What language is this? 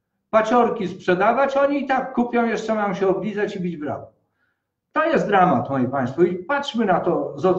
Polish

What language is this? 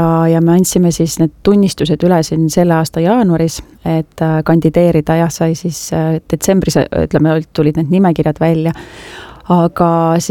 Estonian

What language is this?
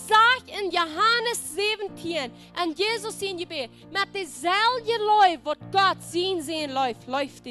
Plautdietsch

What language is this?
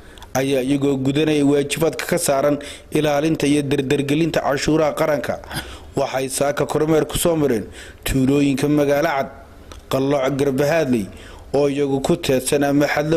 Somali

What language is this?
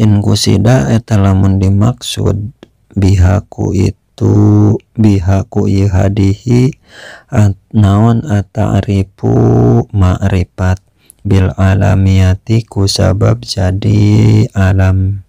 Sundanese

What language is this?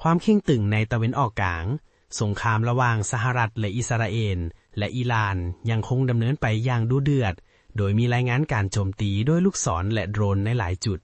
Lao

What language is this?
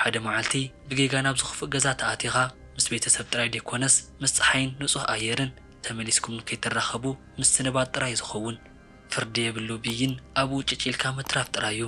Tigrinya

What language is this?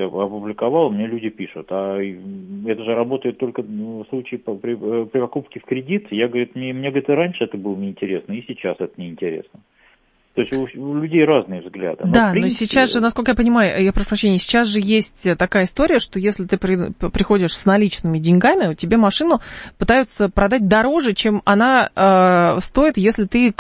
Russian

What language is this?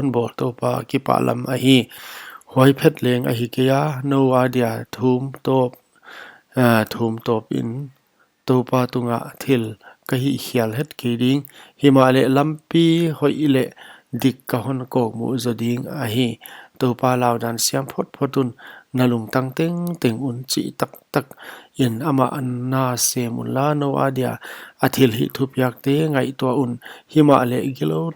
Paite Chin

